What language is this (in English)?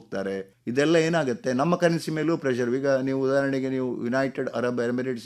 Kannada